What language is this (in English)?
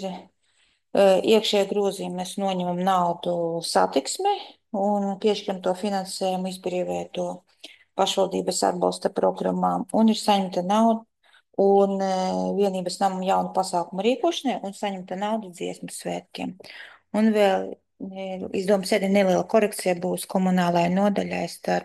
Latvian